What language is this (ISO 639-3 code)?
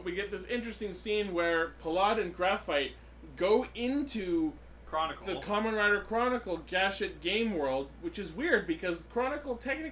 eng